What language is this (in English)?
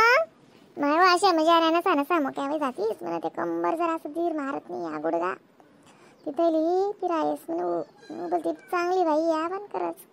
Khandesi